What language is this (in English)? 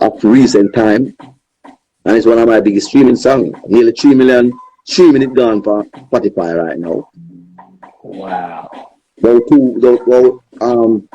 Jamaican Creole English